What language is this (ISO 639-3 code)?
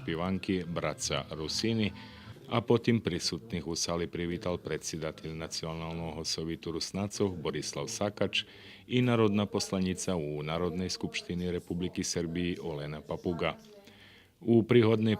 rue